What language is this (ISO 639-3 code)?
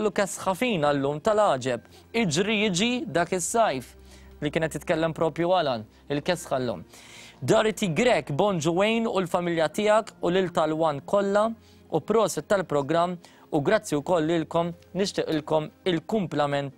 mlt